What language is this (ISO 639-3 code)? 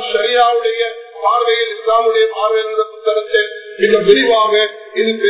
tam